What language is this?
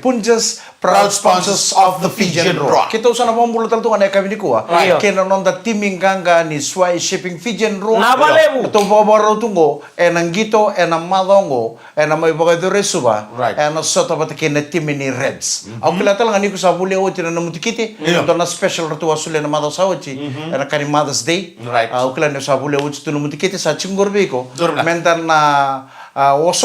Fijian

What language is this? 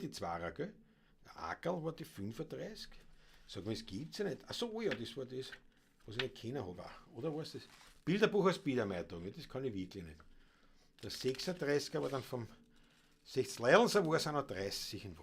Bavarian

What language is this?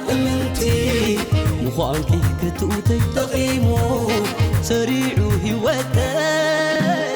Tigrinya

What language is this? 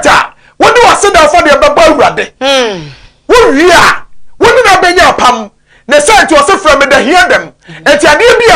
Akan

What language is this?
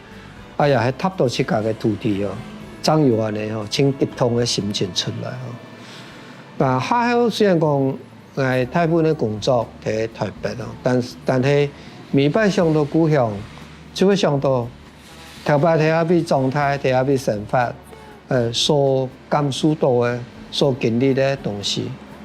Hakka Chinese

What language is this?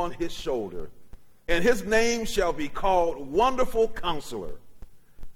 English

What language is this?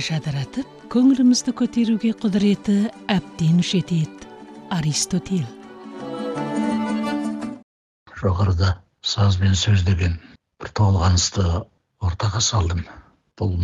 Kazakh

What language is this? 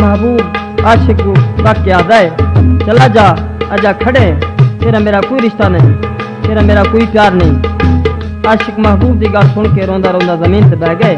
Saraiki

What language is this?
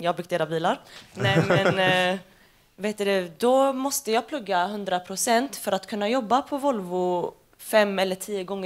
Swedish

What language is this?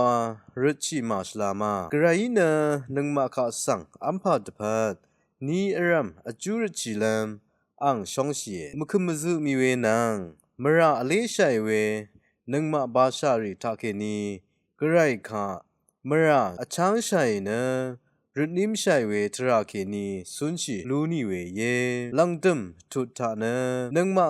Rawang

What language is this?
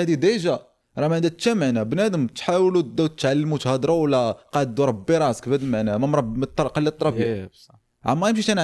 Moroccan Arabic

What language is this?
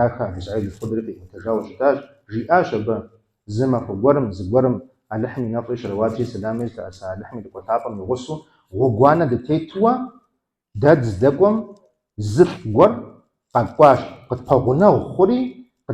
Kabardian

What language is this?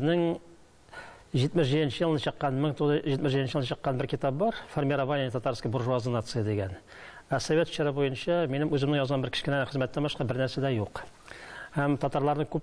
Tatar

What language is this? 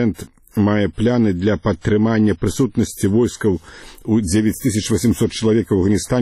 Belarusian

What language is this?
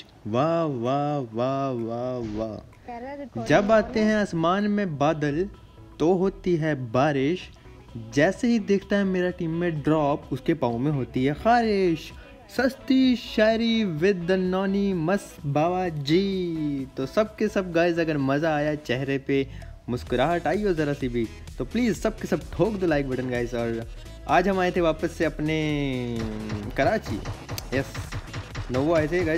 Hindi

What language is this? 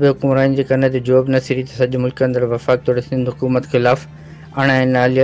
Sindhi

